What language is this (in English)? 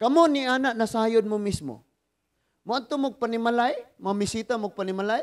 Cebuano